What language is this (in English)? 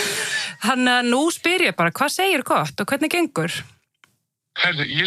Icelandic